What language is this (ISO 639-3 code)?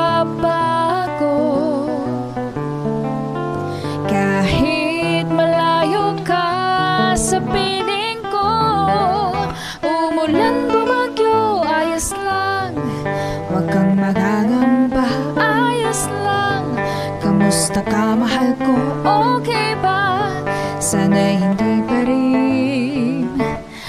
fil